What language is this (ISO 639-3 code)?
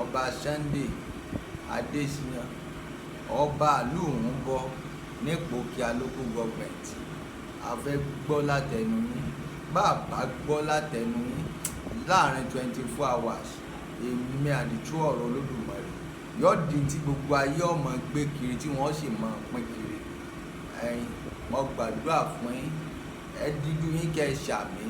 yor